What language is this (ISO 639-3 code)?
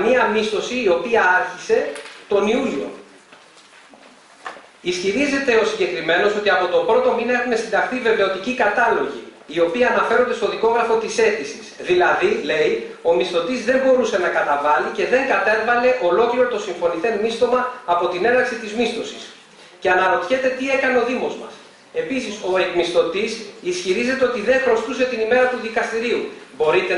ell